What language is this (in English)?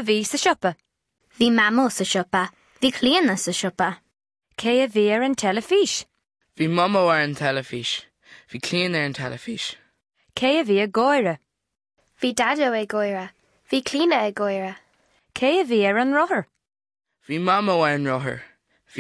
Irish